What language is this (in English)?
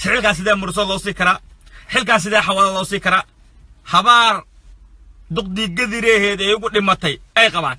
Somali